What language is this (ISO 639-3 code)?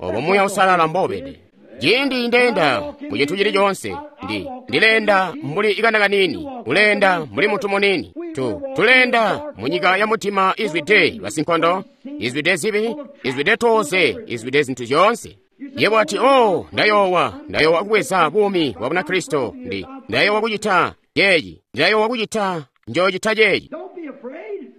toi